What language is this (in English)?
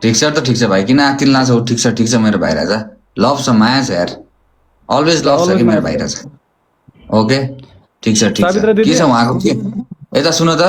Nepali